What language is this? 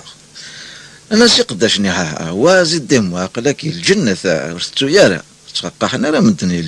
Kabyle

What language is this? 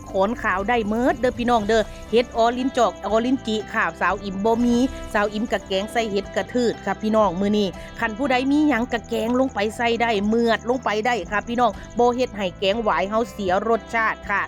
Northeastern Thai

